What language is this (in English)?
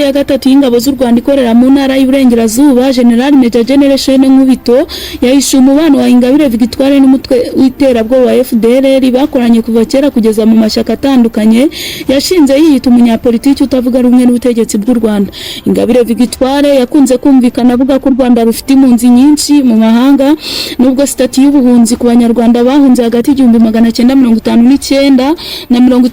Kinyarwanda